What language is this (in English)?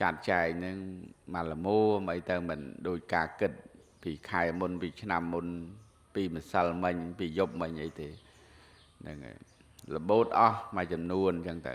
Khmer